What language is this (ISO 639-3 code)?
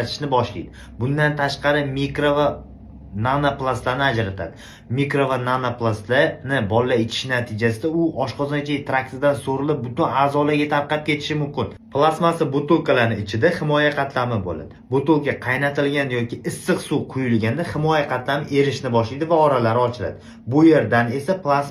uzb